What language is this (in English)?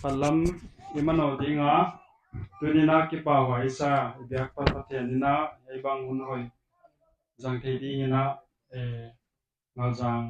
Paite Chin